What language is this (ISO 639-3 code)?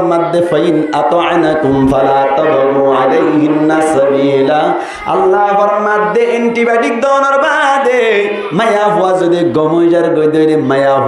rhg